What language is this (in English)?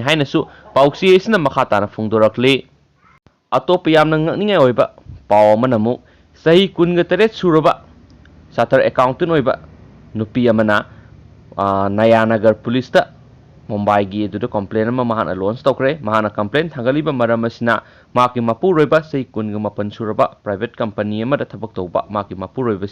Manipuri